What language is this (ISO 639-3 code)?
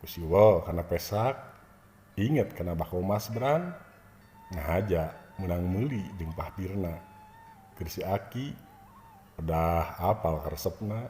sun